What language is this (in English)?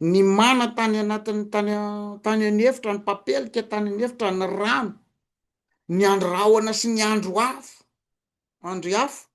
Malagasy